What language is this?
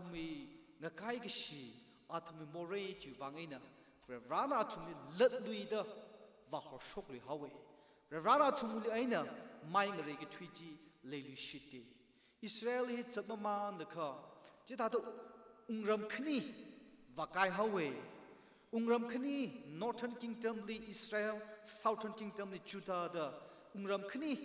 Tangkhul Naga (India)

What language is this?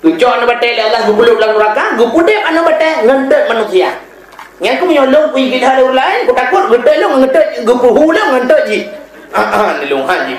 Achinese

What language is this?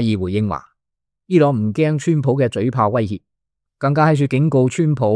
Cantonese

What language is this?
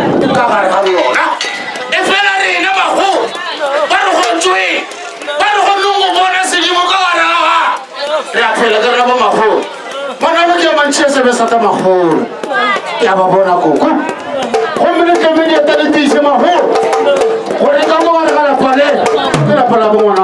Northern Sotho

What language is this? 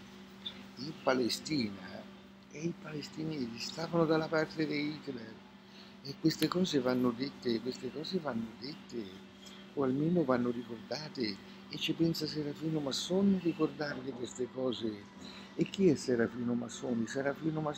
Italian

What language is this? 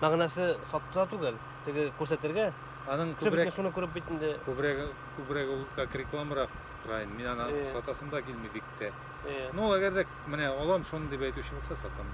Tatar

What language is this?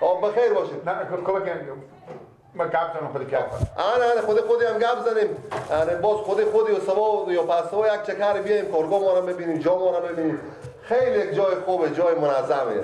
Persian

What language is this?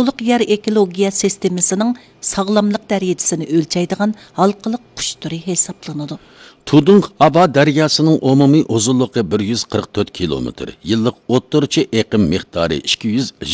Uyghur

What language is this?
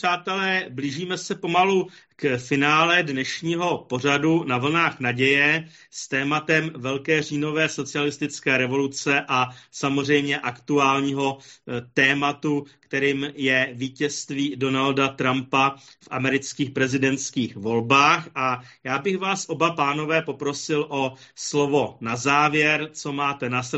Czech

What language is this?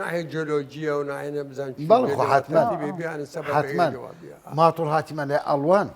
Southern Kurdish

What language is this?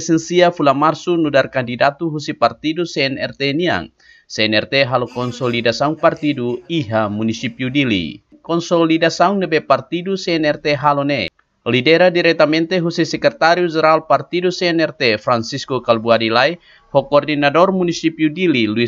Tetum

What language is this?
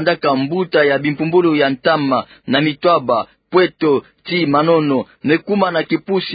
Kituba (Democratic Republic of Congo)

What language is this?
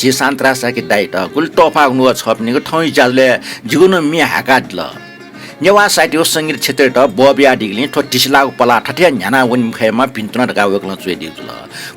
Newari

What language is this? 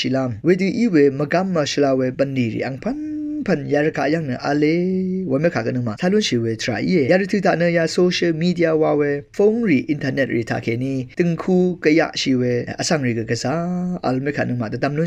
Rawang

